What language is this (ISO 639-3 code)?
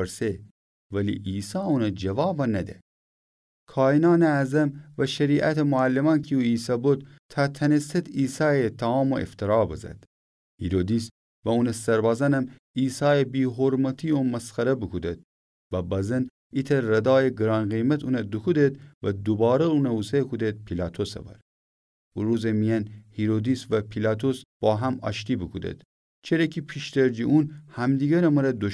glk